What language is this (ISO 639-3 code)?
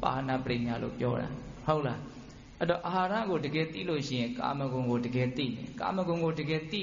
mya